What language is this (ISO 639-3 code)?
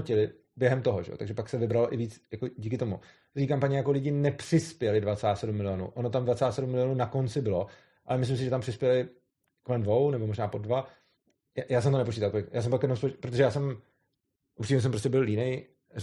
ces